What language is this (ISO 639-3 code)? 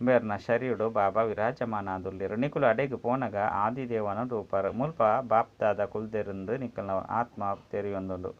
tcy